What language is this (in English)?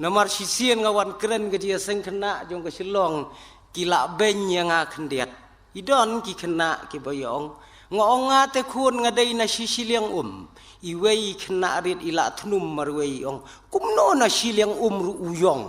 Khasi